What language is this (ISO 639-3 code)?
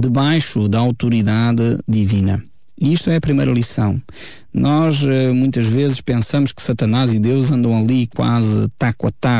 por